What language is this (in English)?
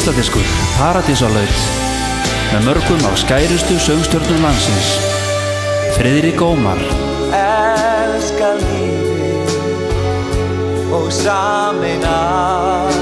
Icelandic